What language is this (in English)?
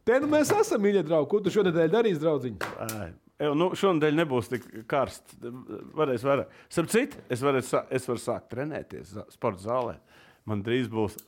Latvian